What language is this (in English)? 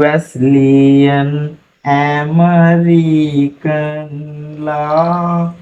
Sinhala